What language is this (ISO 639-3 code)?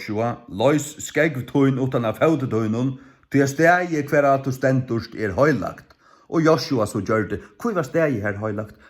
fao